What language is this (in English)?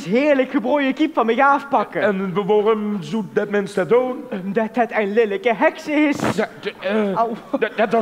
Limburgish